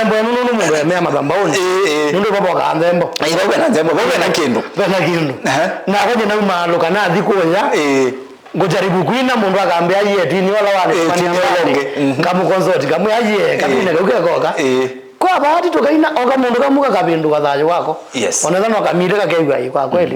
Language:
Kamba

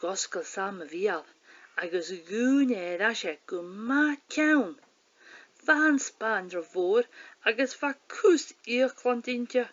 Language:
Scottish Gaelic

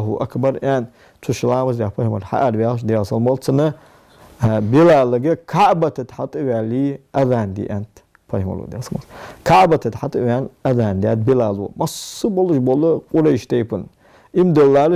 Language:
Ingush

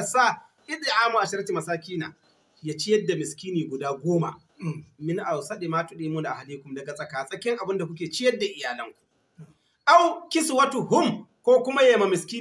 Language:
Hausa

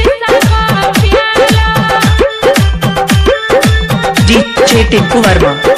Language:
Bhojpuri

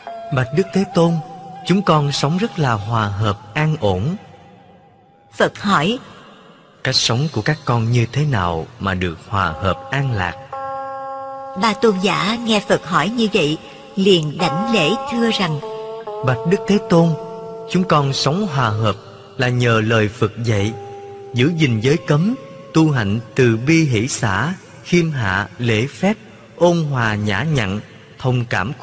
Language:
Vietnamese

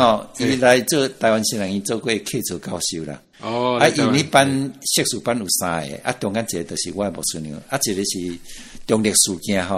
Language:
Min Nan Chinese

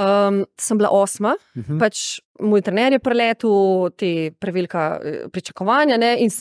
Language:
Slovenian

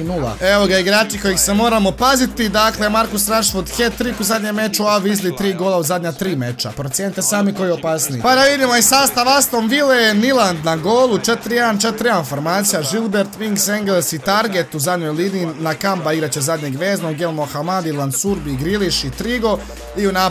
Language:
Croatian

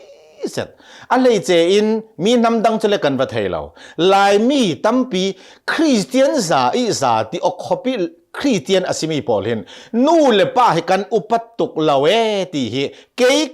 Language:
Hakha Chin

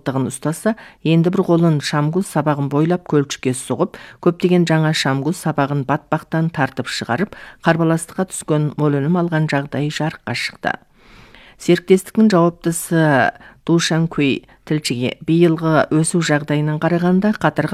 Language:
Kazakh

